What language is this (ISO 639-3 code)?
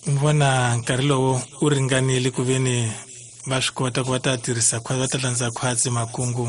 tso